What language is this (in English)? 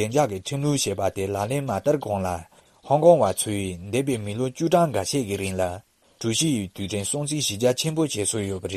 Tibetan